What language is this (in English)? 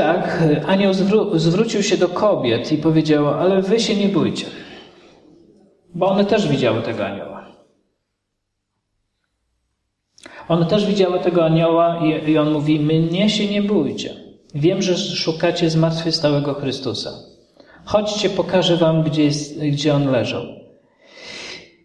Polish